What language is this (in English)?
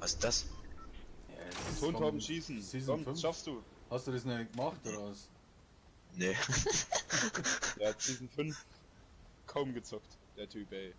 Bavarian